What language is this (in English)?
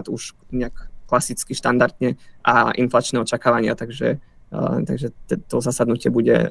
Slovak